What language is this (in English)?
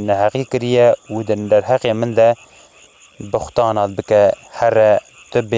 Kurdish